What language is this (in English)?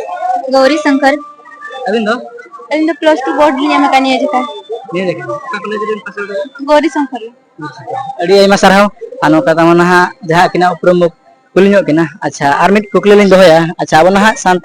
Santali